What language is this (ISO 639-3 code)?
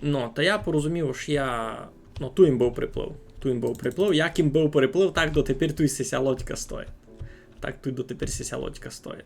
rue